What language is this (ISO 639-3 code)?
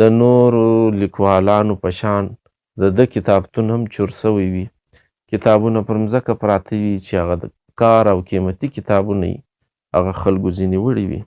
pus